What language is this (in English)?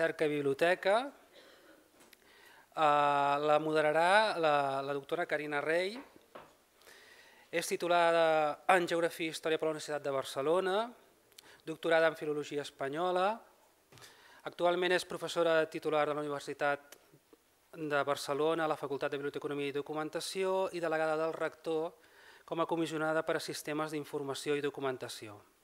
Catalan